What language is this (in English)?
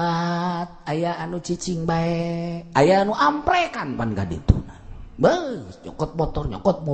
Sundanese